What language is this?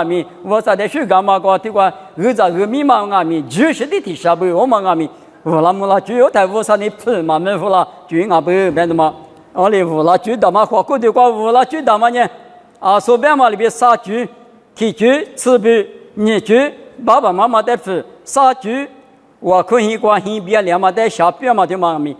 Lisu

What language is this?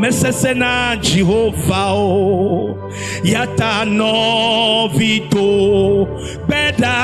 Ewe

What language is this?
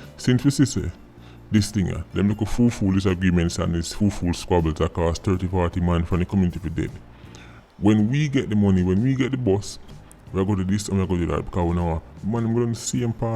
Jamaican Creole English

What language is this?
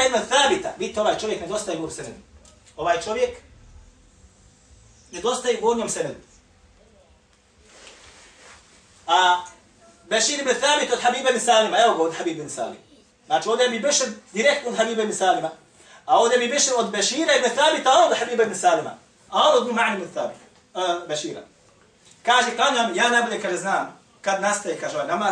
Bosnian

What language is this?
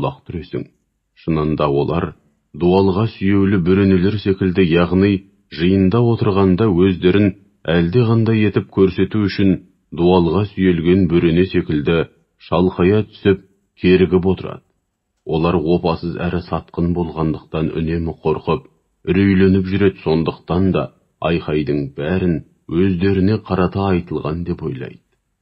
Kazakh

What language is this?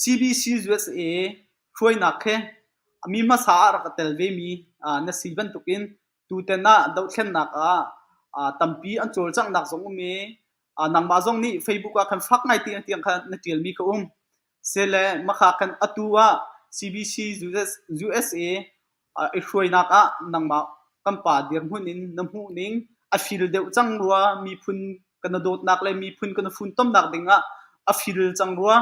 Hakha Chin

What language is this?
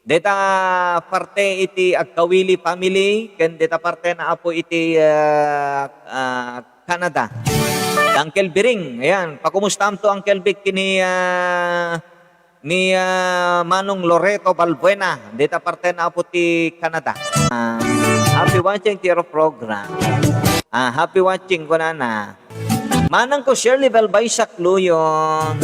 Iloko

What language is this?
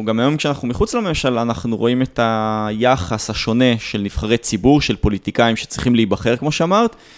Hebrew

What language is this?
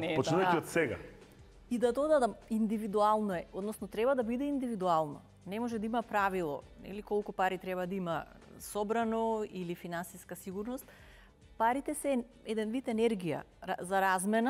Macedonian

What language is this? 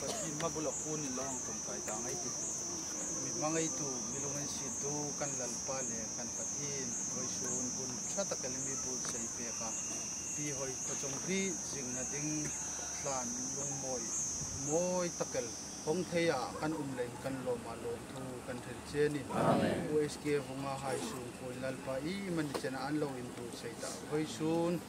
Hmar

